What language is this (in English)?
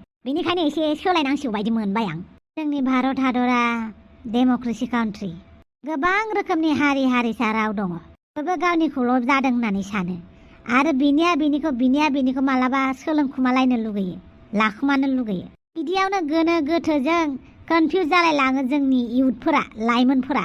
Bodo